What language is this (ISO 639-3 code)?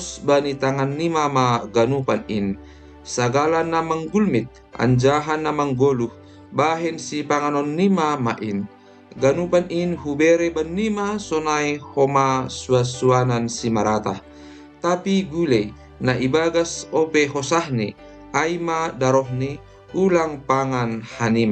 bts